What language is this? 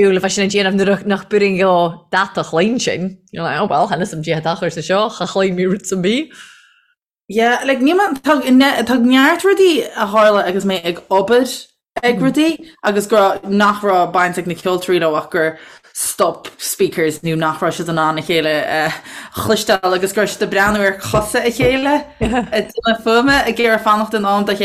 Irish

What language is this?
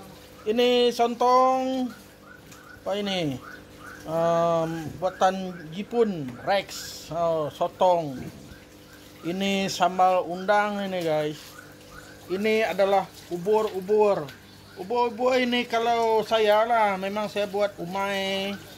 Malay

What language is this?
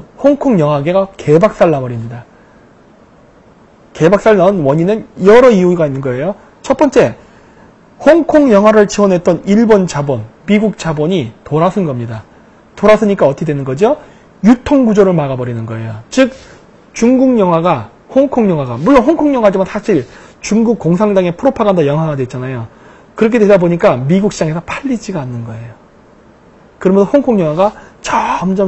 Korean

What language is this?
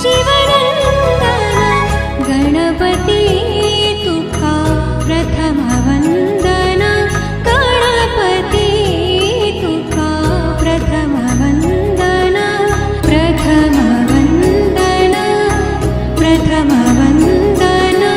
Konkani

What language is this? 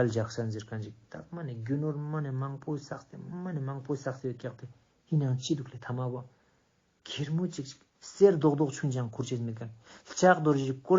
Ladakhi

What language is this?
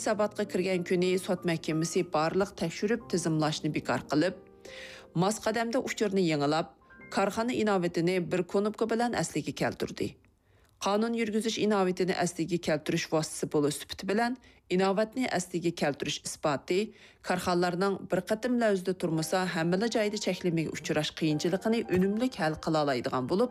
Uyghur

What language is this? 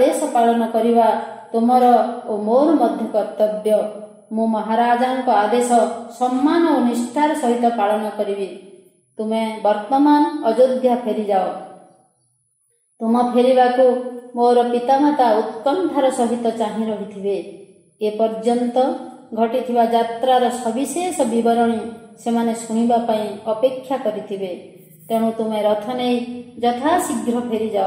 Odia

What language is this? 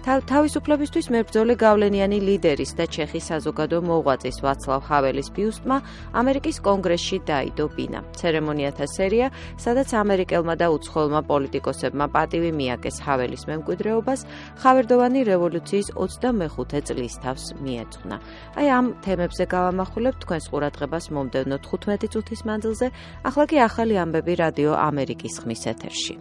Georgian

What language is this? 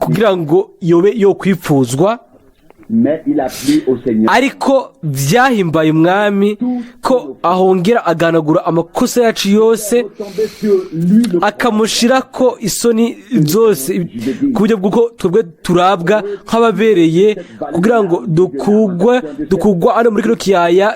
Rundi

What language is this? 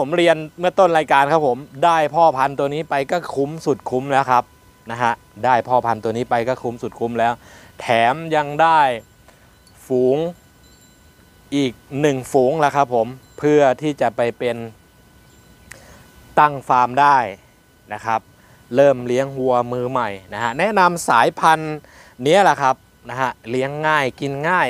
Thai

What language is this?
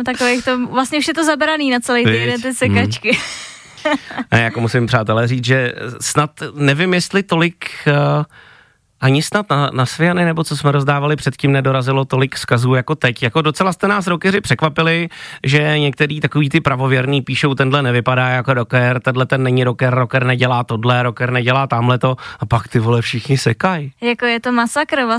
Czech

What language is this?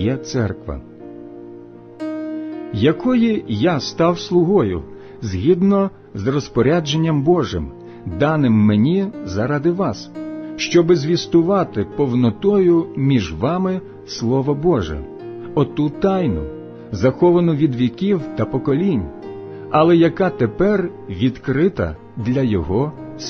Ukrainian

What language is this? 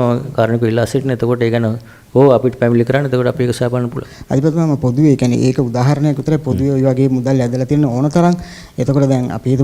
Sinhala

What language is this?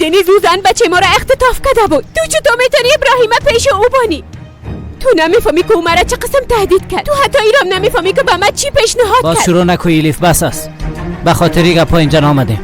Persian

